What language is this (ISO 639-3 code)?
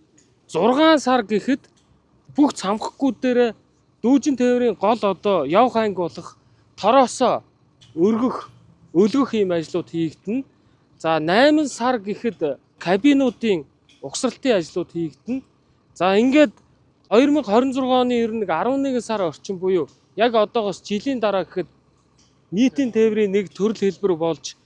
mon